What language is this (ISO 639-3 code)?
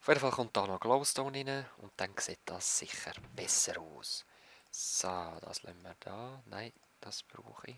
gsw